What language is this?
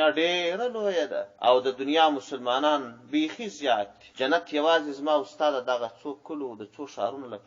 Pashto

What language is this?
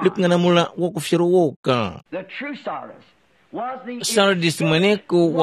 Tumbuka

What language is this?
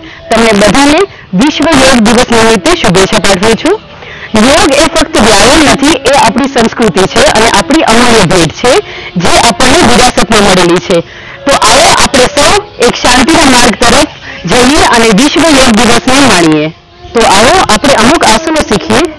Gujarati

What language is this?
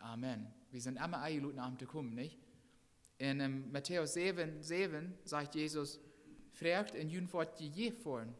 Plautdietsch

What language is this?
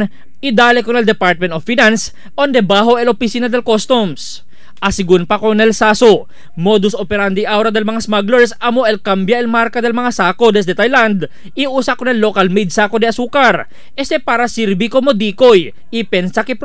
Chavacano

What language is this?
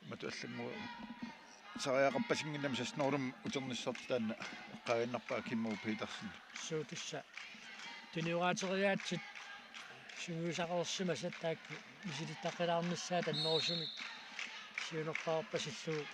Kalaallisut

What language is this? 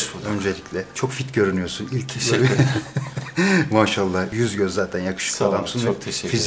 Turkish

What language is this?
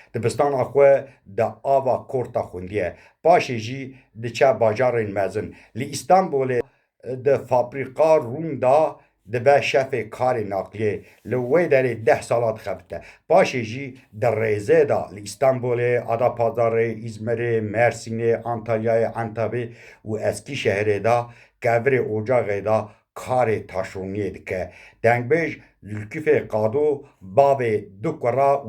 Kurdish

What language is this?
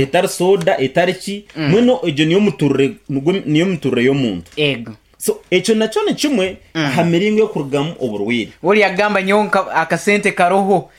Nyankole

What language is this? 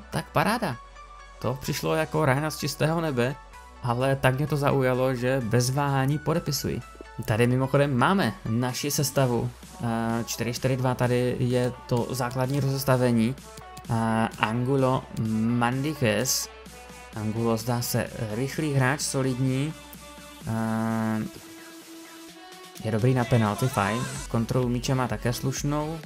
Czech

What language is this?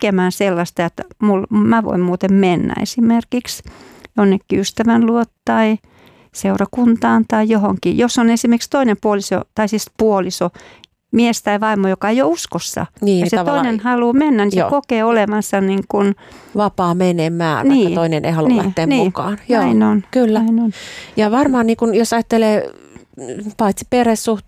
Finnish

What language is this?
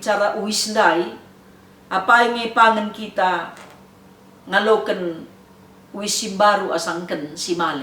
Batak Karo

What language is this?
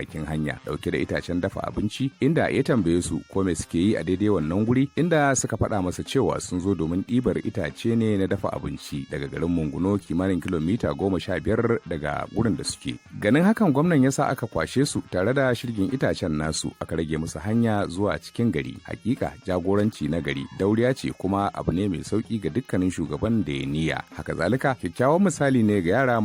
Hausa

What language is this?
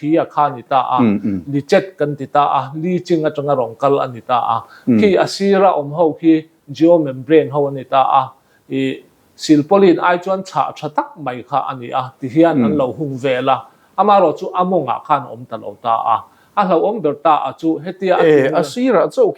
Mizo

